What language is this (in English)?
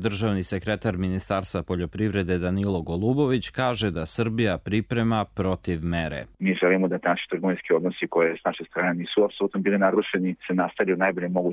Serbian